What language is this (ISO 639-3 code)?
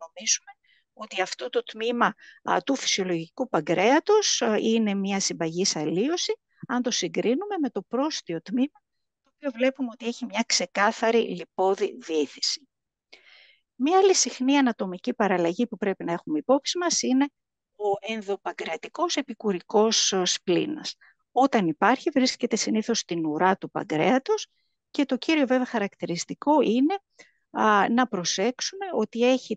ell